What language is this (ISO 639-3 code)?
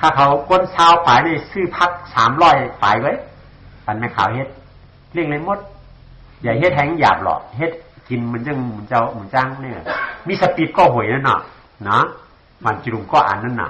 shn